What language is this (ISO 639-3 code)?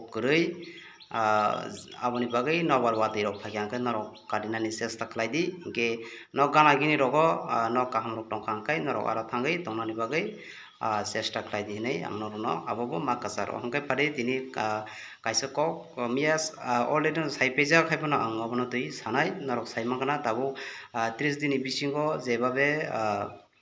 trp